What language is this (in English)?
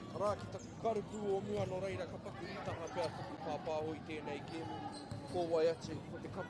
Māori